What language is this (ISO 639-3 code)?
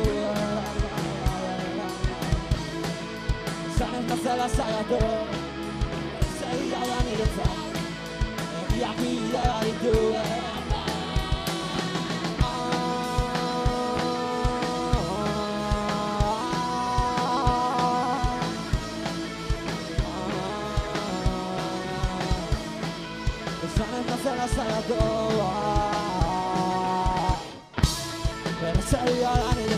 eus